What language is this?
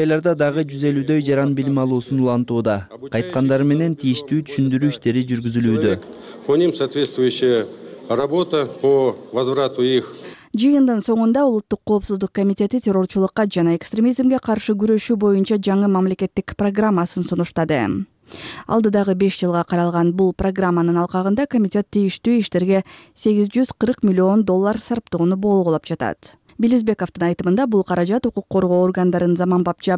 Kyrgyz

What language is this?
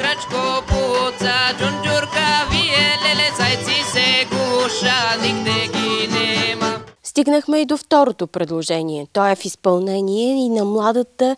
Bulgarian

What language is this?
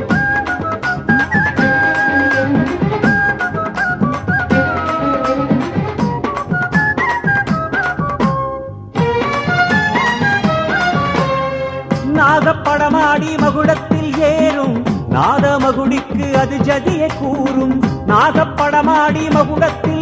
Tamil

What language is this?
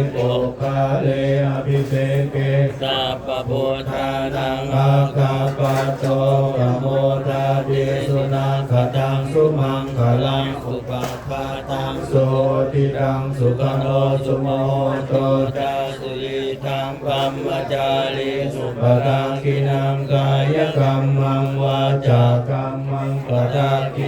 Pali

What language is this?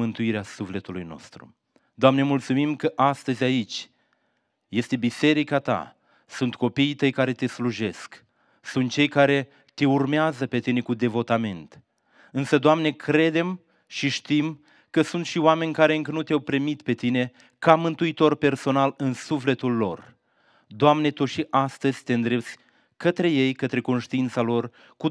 Romanian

